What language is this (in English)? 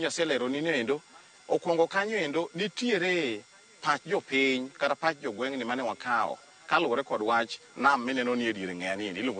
Luo (Kenya and Tanzania)